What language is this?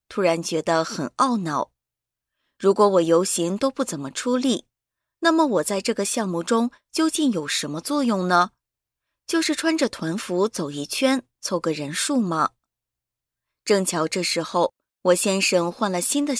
Chinese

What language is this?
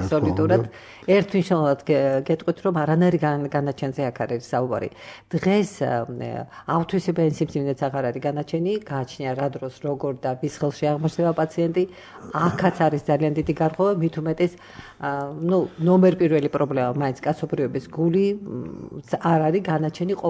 Georgian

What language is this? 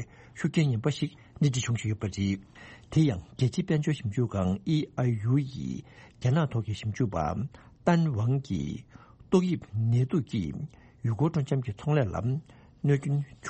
Tibetan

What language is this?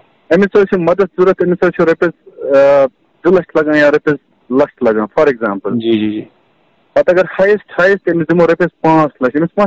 Kashmiri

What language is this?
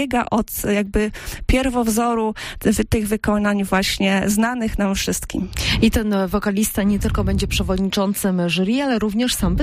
Polish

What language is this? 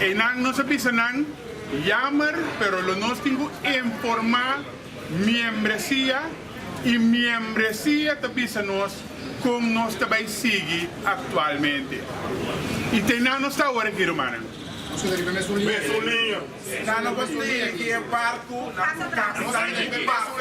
Papiamento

